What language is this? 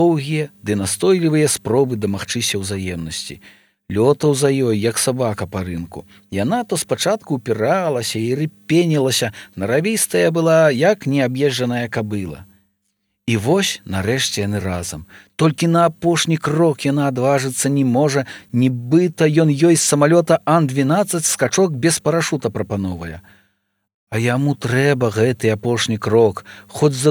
Belarusian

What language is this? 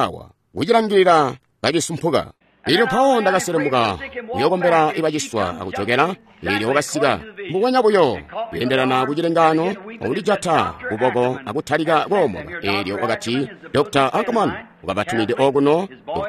Tonga (Zambia)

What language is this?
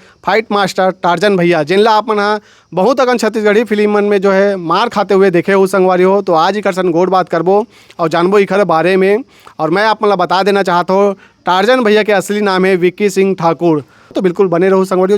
Chhattisgarhi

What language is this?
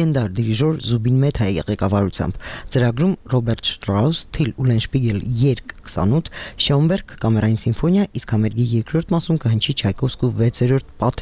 Armenian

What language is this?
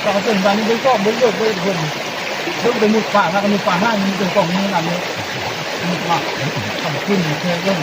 Northeastern Thai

